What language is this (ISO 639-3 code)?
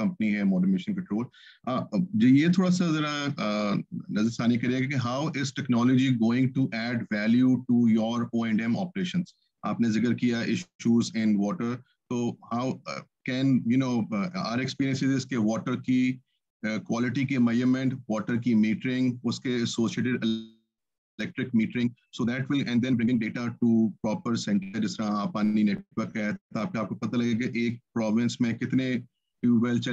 urd